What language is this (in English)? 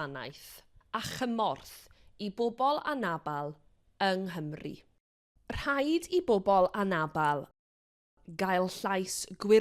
Welsh